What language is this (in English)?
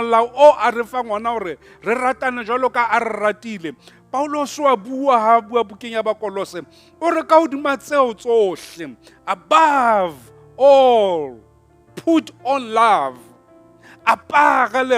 Southern Sotho